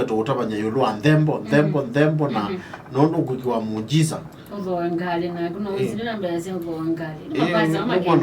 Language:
Kamba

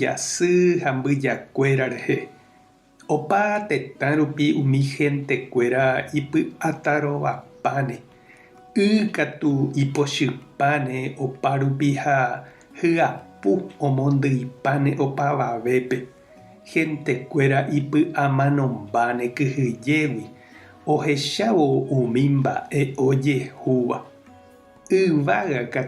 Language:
Guarani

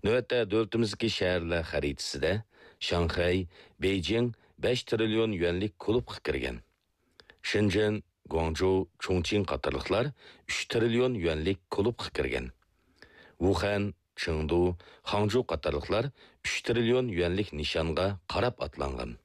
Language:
Uyghur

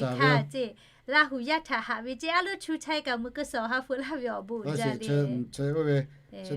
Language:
Lahu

